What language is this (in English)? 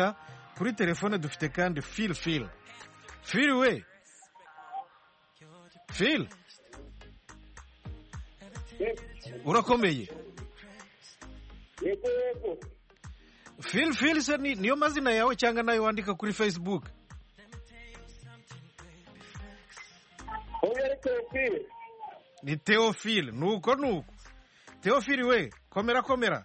Kinyarwanda